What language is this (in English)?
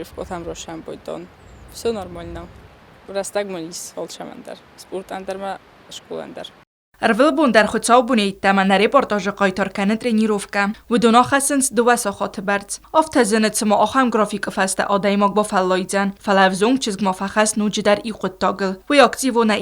Ossetic